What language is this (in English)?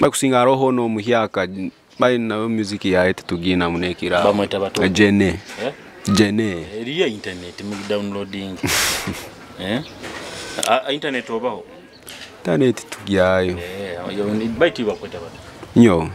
Nyoro